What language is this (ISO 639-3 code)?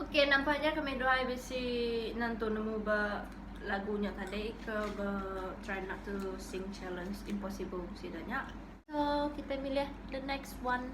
iba